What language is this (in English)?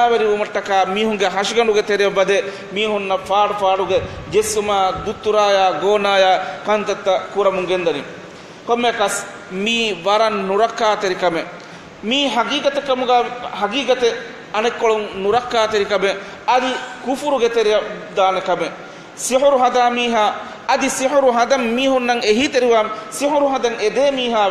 Divehi